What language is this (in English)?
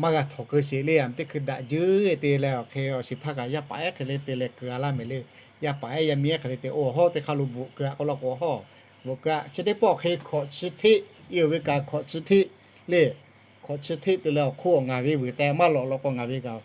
Lahu